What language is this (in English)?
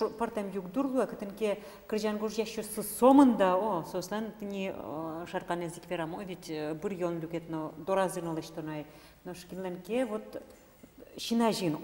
Udmurt